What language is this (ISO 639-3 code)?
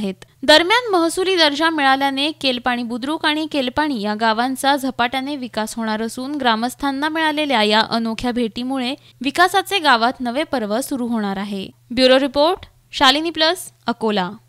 mar